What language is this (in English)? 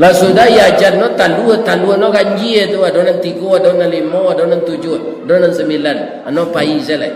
Minangkabau